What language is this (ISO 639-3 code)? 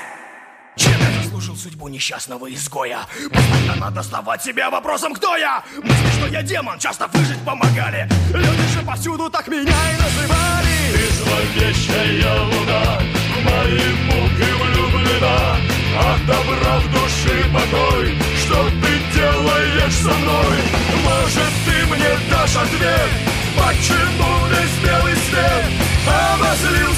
rus